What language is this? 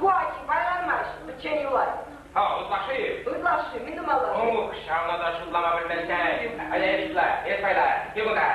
Chuvash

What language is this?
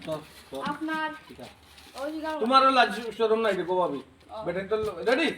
Sylheti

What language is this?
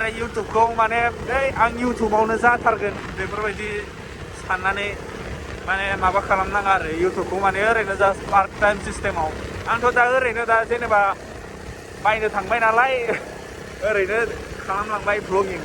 Bodo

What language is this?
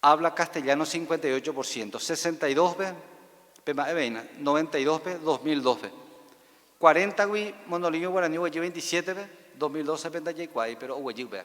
Guarani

